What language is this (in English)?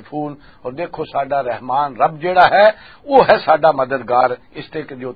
Western Panjabi